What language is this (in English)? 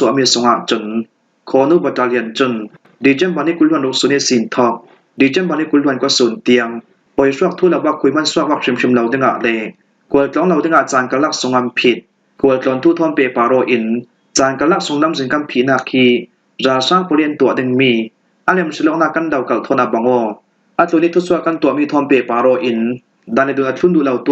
Falam Chin